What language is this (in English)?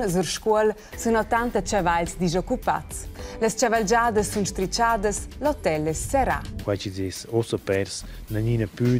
Romansh